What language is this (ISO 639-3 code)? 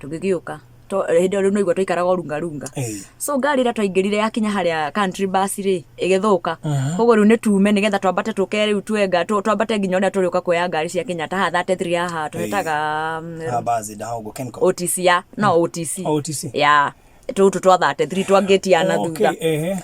kik